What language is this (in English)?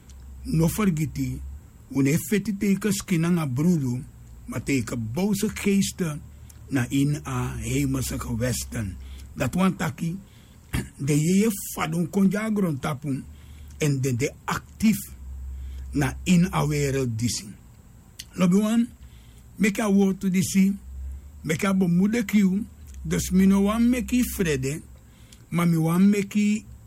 Sranan Tongo